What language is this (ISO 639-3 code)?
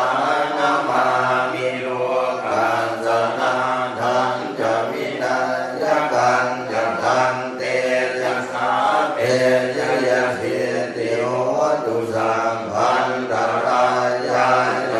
pli